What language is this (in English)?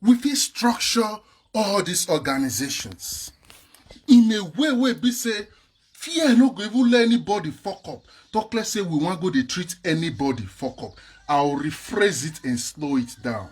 Nigerian Pidgin